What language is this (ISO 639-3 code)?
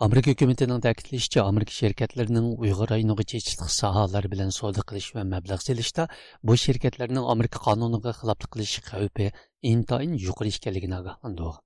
uig